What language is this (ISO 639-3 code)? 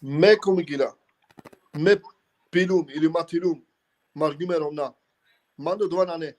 rmn